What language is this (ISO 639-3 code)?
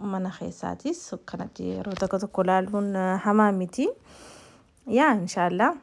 orm